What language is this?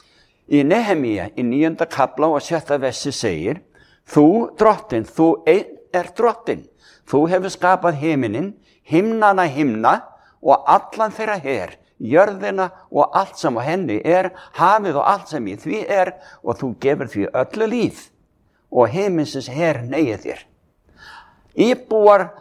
Icelandic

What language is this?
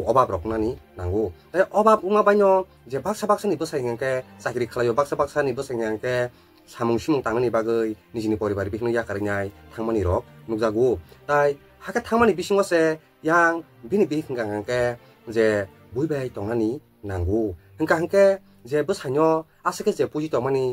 Kok Borok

